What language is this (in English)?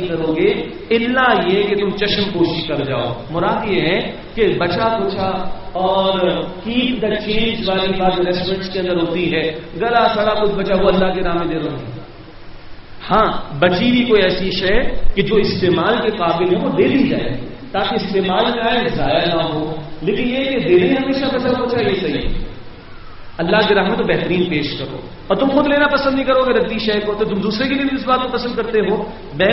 Urdu